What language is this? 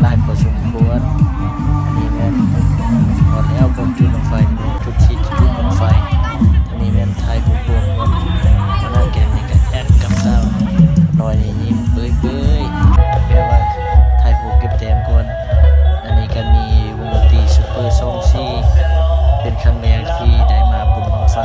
Lao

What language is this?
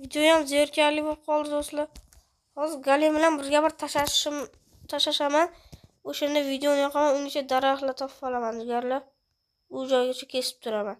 Uzbek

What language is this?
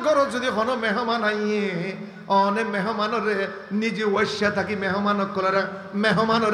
Rohingya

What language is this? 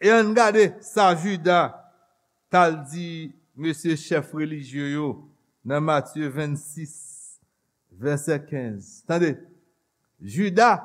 Haitian Creole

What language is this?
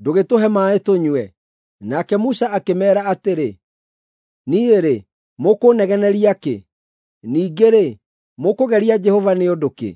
Kikuyu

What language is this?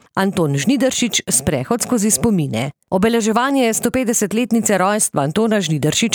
Slovenian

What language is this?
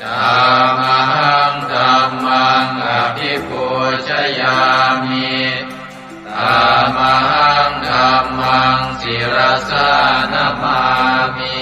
Pali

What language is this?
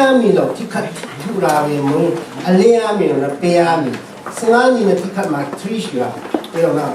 Rawang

